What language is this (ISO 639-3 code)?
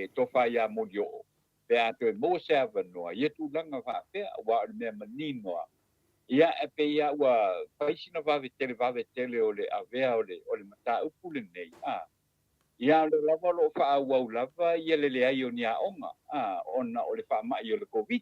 smo